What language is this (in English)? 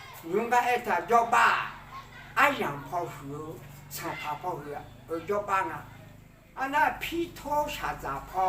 Akha